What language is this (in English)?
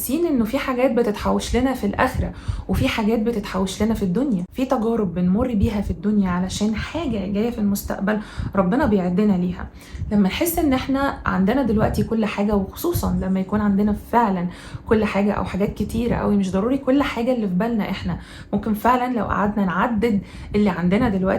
Egyptian Arabic